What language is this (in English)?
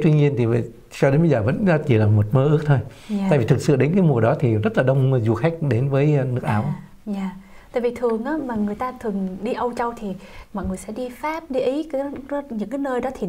Vietnamese